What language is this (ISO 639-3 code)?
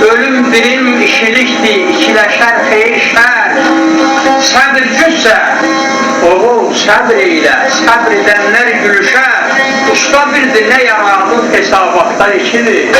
azb